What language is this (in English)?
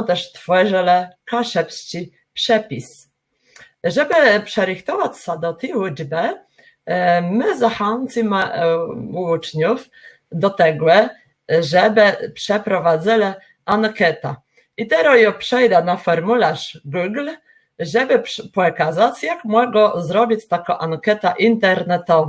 Kashubian